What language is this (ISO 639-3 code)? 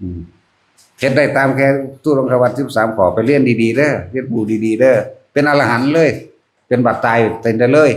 tts